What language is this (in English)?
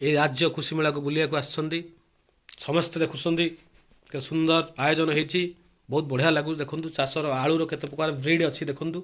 Odia